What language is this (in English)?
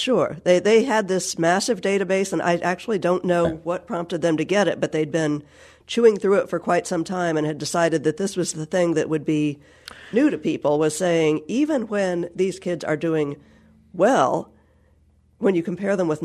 English